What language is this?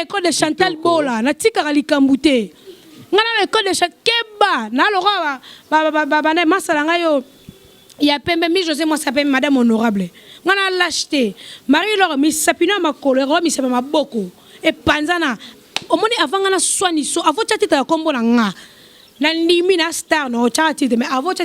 Lingala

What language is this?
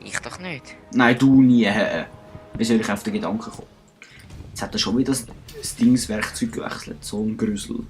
Swiss German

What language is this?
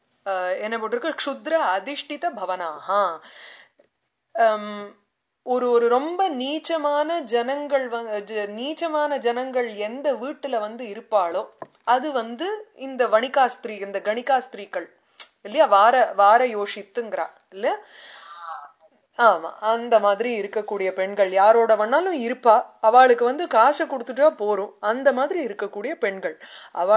Tamil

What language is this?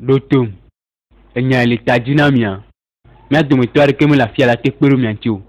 Ewe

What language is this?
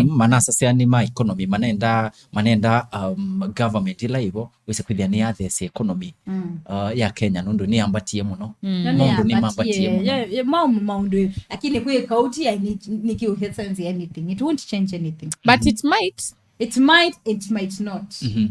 Kamba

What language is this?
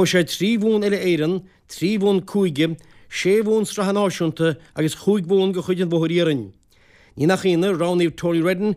Irish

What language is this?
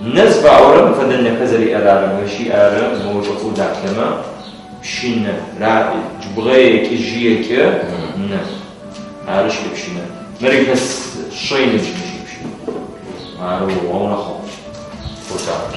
Adyghe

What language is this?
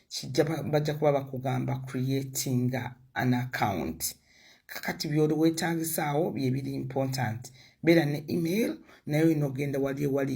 Ganda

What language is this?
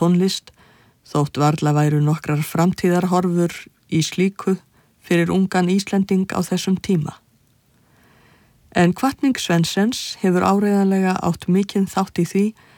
Icelandic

